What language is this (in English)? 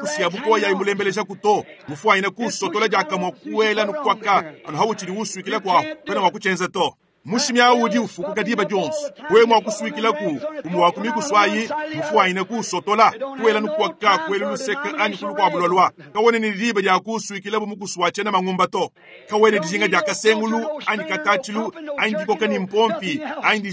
Luba-Lulua